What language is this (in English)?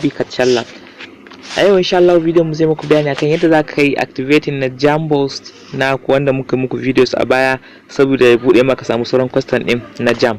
Hausa